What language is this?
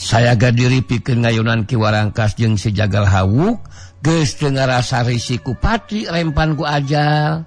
Sundanese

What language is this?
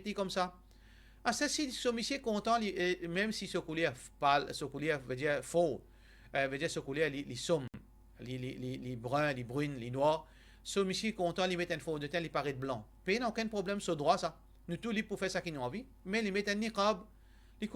Morisyen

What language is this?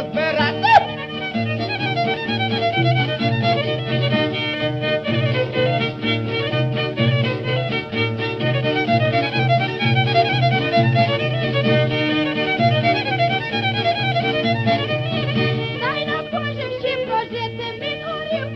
Ukrainian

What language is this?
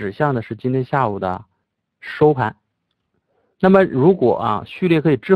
Chinese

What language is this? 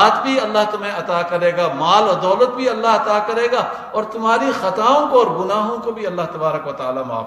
Urdu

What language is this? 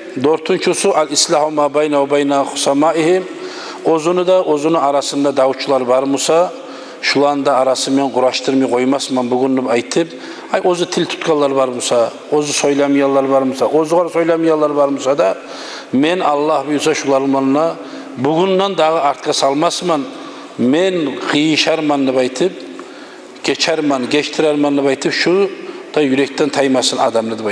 Kumyk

